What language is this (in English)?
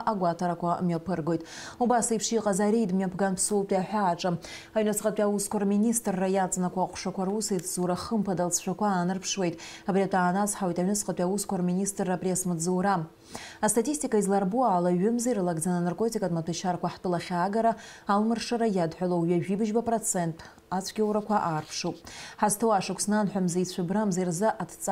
Abkhazian